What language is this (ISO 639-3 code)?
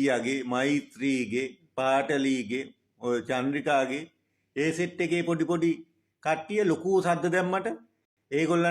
sin